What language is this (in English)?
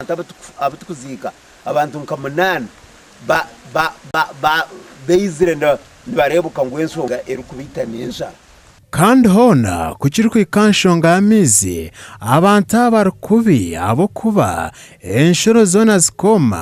Nyankole